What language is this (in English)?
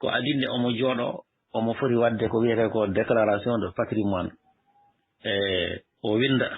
Fula